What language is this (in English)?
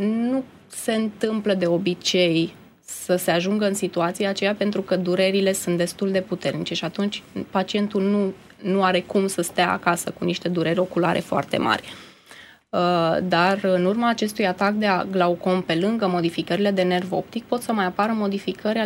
Romanian